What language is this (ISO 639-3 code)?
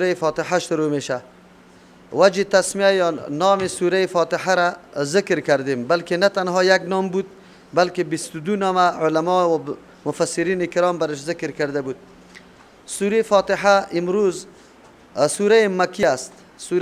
fas